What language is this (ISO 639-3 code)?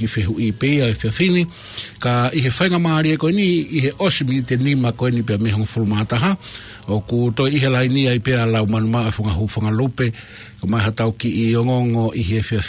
ton